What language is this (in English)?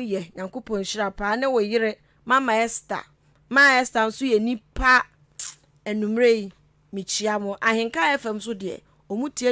Akan